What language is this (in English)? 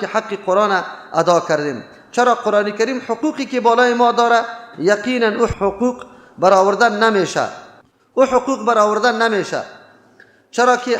Persian